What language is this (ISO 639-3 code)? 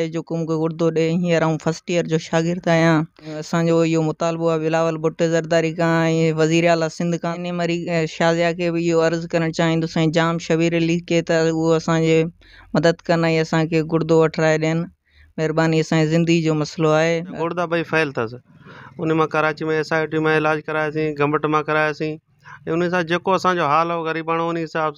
snd